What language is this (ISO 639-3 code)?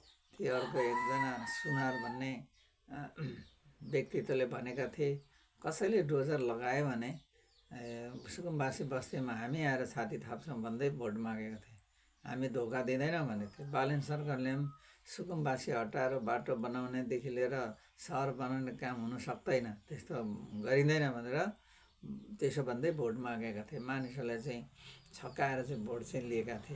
nep